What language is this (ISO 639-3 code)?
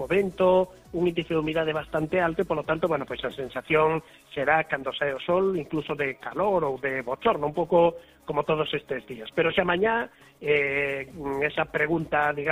glg